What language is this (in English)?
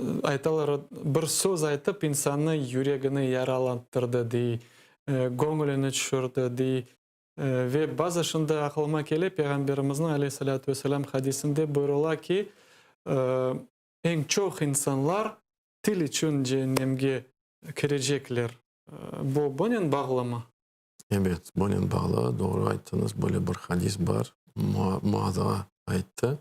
Crimean Tatar